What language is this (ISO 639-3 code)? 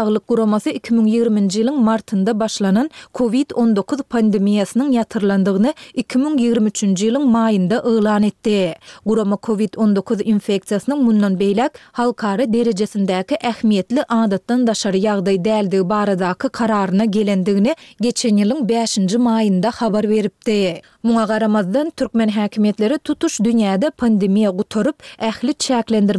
tuk